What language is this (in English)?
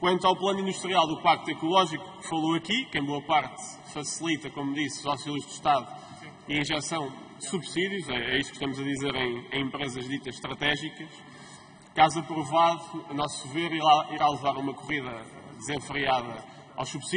Portuguese